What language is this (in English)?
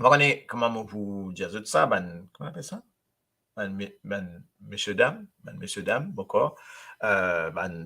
Morisyen